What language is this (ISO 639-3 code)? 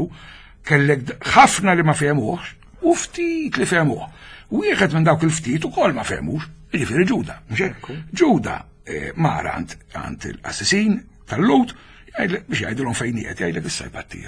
mlt